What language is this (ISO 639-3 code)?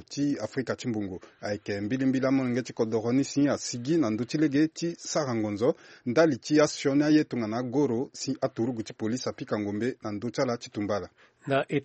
sag